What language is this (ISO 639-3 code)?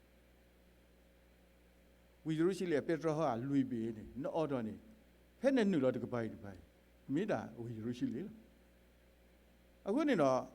ksw